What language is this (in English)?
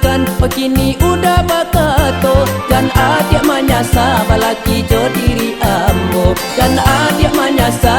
Minangkabau